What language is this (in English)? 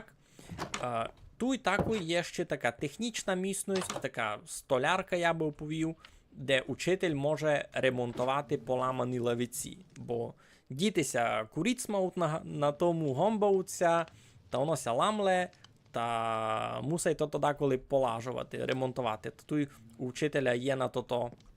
Rusyn